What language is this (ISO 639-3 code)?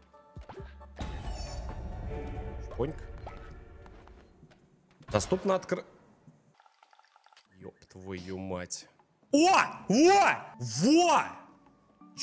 rus